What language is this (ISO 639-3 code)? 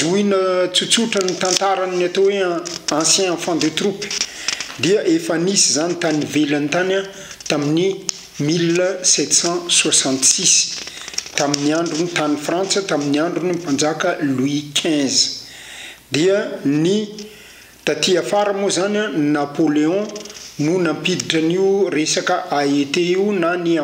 mlg